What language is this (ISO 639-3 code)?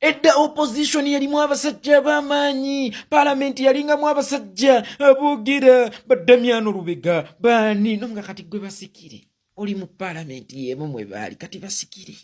lug